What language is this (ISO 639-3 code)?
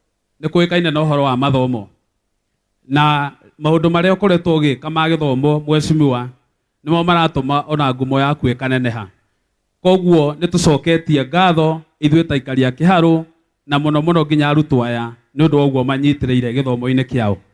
kik